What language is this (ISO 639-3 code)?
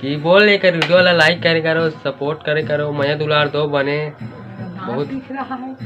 hne